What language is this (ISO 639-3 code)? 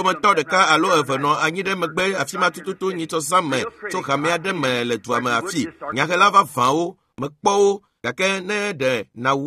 ewe